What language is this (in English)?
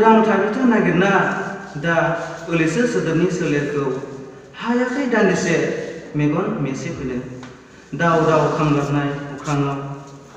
Bodo